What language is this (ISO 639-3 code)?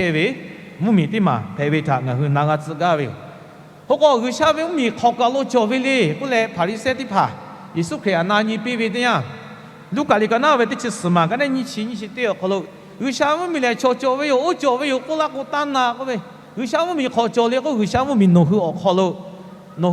lhu